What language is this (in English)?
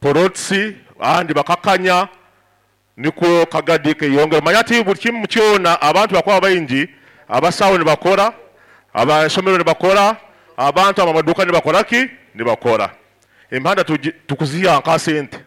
Nyoro